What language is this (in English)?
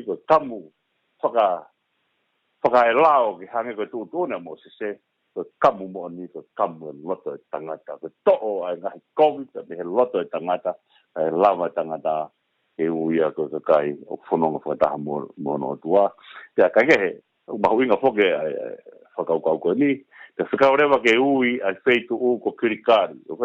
Tongan